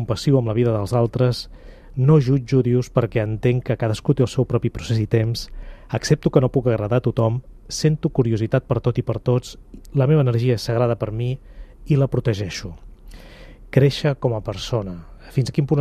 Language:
Catalan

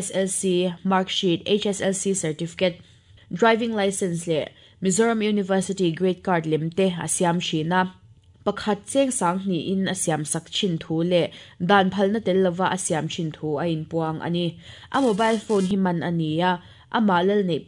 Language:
Mizo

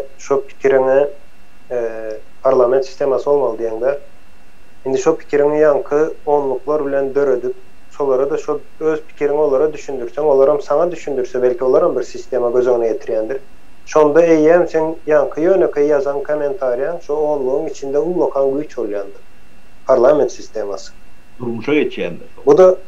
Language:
Turkmen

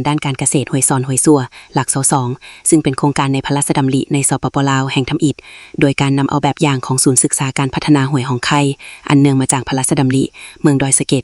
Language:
Lao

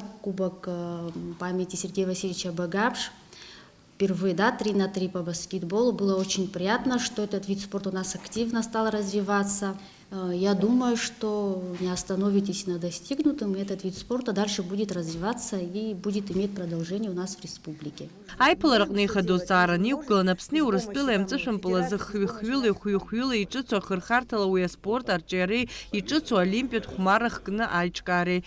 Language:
Abkhazian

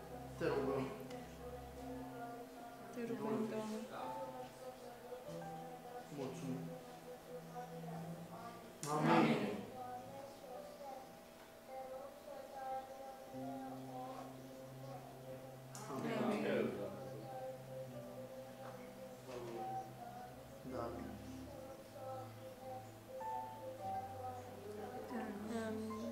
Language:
Romanian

